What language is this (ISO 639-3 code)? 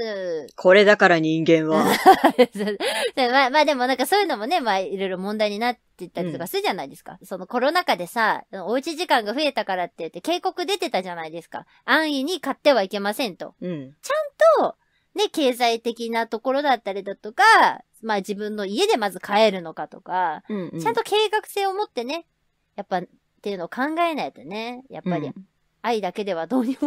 jpn